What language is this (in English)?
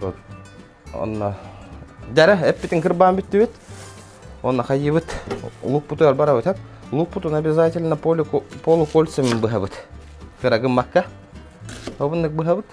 Yakut